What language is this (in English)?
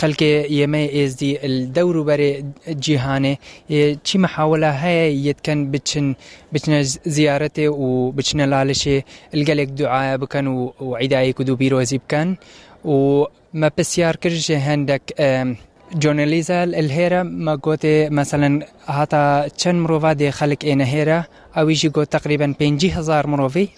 Kurdish